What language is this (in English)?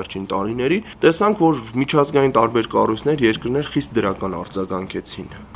Armenian